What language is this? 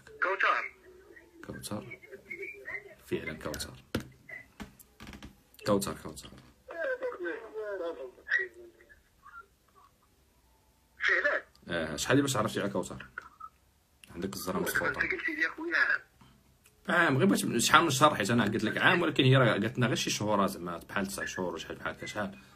Moroccan Arabic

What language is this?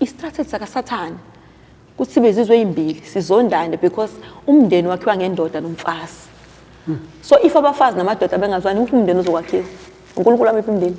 Zulu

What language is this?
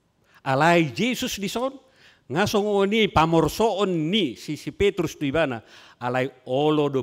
Batak Toba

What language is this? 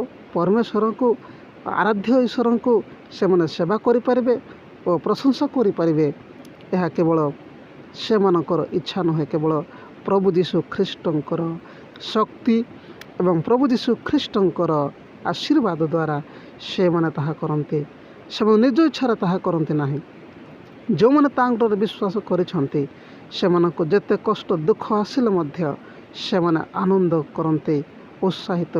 Odia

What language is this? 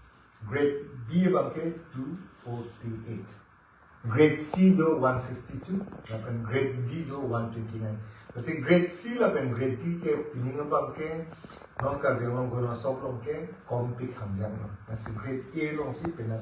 Karbi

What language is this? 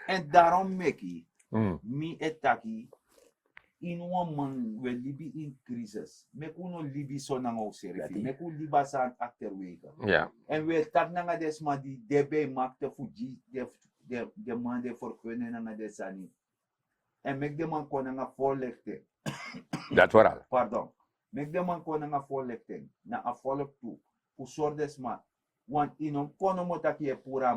Sranan Tongo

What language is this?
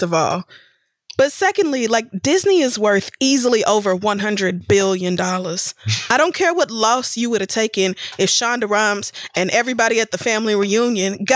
English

